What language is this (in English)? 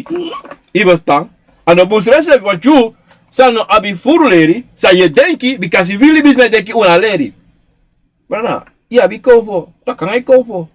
Sranan Tongo